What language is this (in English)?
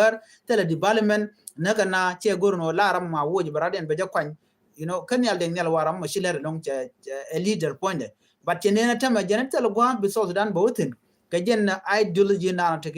Nuer